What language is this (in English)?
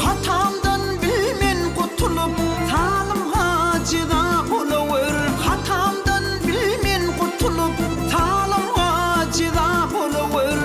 Turkmen